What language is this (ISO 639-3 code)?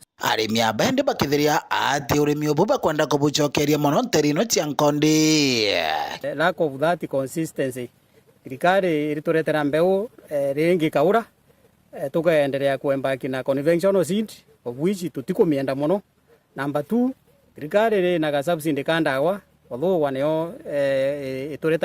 mer